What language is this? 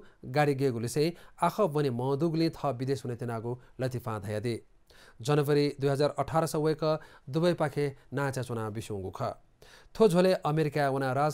Newari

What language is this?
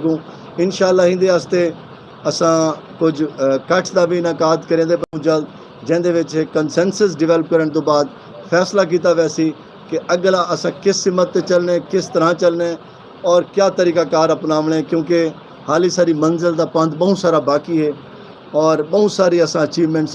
Saraiki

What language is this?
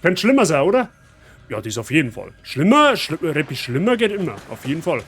Bavarian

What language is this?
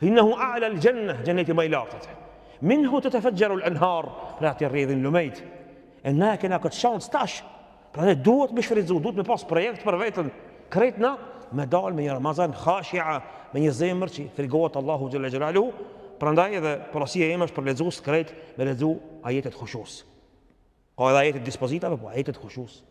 Albanian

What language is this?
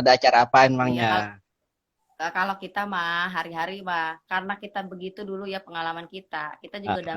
Betawi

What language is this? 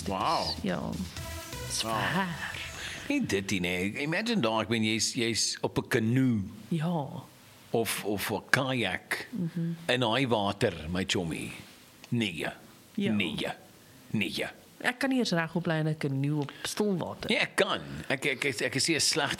Afrikaans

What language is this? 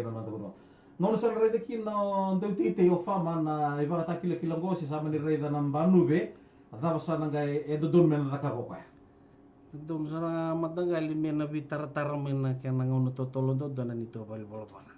Fijian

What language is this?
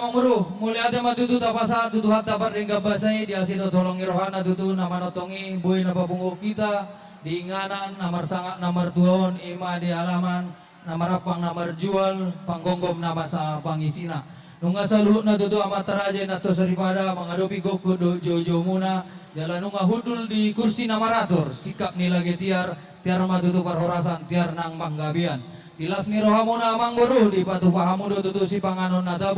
Batak Toba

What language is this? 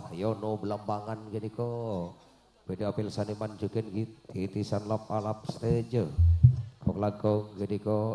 Madurese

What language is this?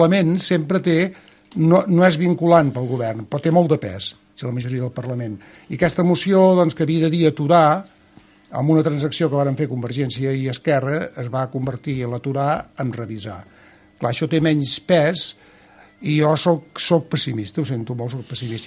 Catalan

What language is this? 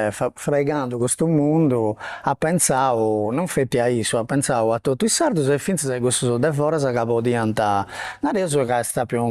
Sardinian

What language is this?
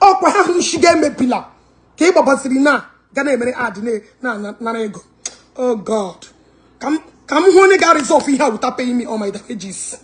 Igbo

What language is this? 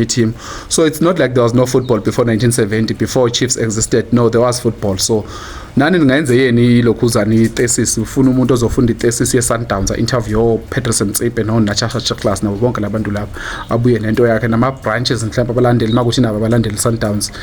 Zulu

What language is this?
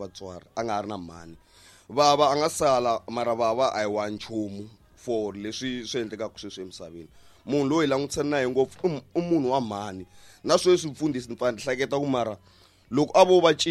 Tsonga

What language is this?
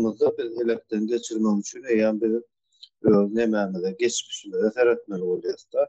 Turkmen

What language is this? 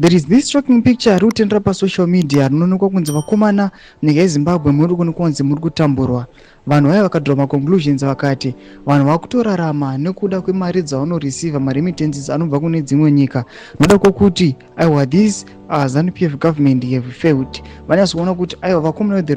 Shona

